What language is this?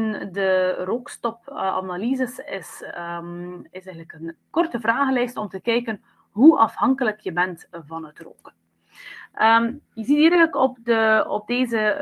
Dutch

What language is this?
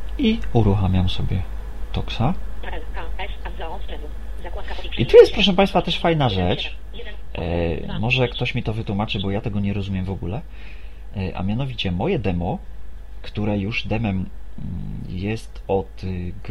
Polish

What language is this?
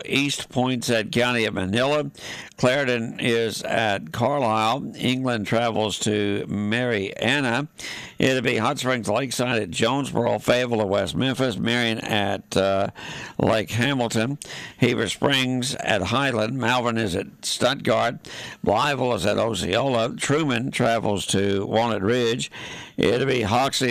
English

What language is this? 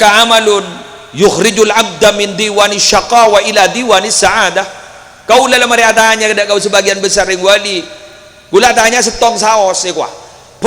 Madurese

